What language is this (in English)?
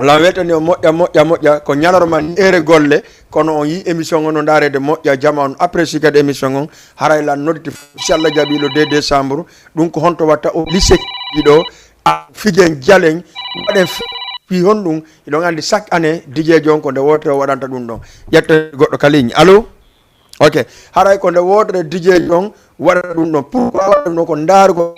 Fula